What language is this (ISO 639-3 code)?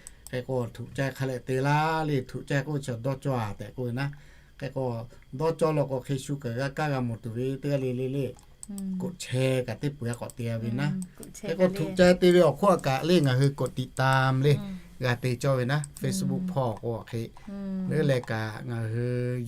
lhu